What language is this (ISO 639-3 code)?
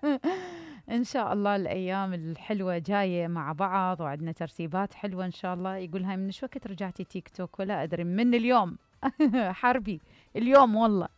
acm